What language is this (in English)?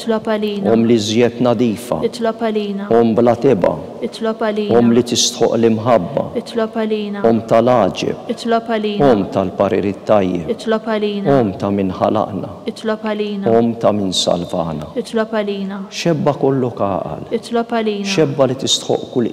Maltese